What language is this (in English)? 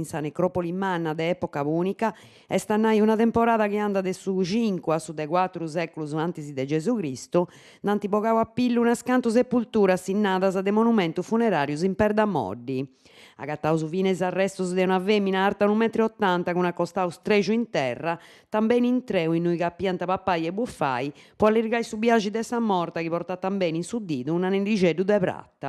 Sardinian